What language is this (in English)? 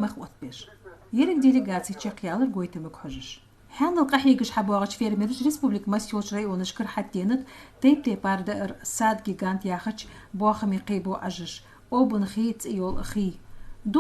Ingush